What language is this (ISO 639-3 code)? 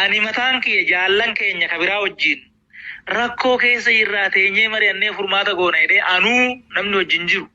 orm